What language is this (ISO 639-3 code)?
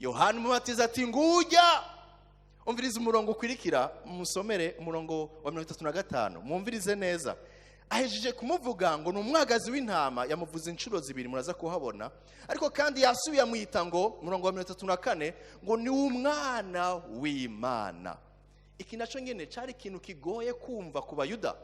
run